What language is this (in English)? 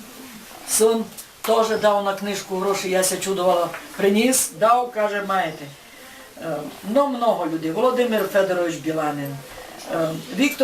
Rusyn